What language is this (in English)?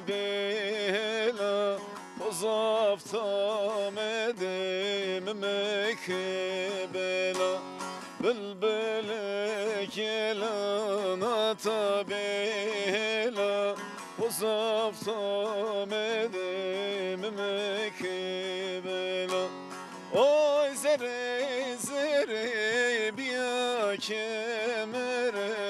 Zaza